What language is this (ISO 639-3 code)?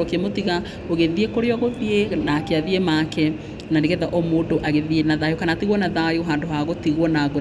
kik